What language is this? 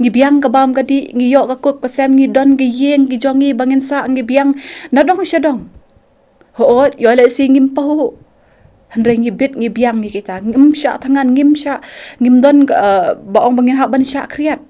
Khasi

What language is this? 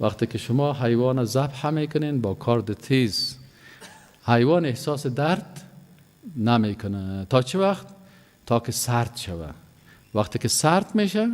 Persian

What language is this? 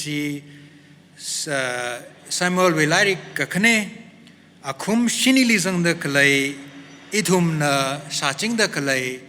Tangkhul Naga (India)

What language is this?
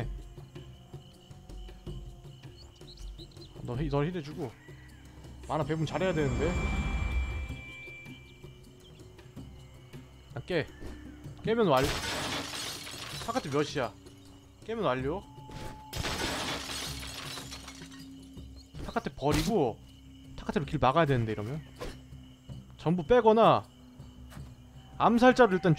Korean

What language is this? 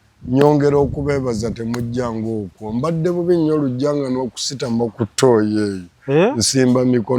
Ganda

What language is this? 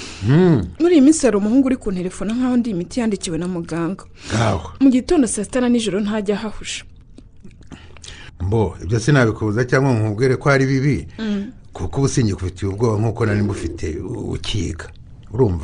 Kinyarwanda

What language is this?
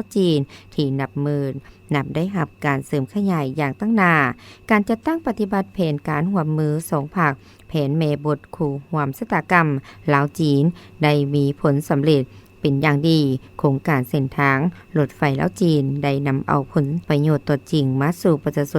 Lao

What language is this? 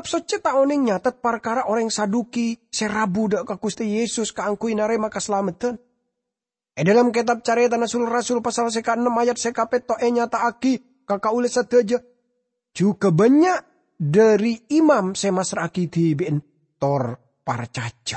Madurese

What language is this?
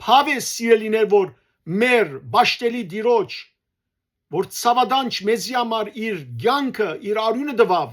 Western Armenian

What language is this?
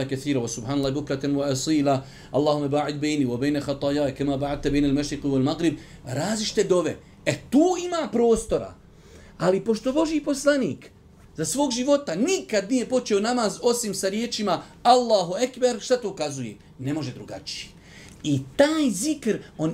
Bosnian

